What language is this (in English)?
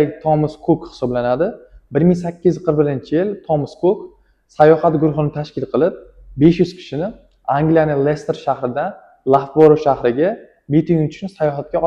Uzbek